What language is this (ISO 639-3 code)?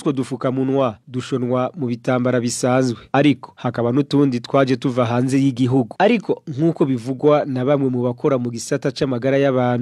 run